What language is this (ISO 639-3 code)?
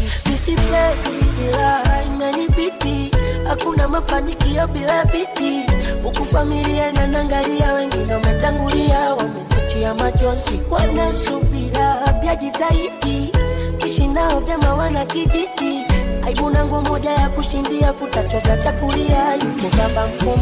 swa